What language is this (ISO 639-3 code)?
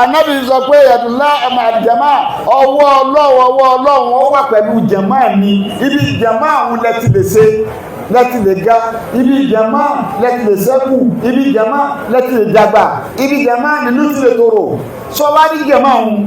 yor